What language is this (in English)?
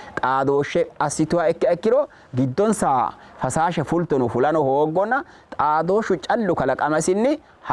Sidamo